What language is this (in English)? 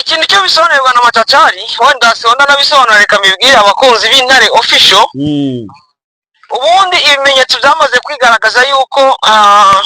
Kinyarwanda